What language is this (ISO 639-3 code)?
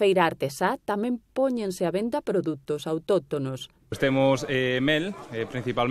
glg